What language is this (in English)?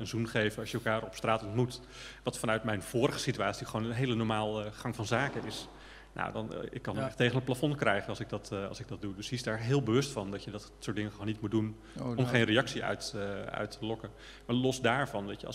Dutch